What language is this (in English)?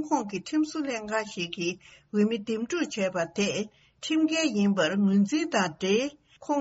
Tibetan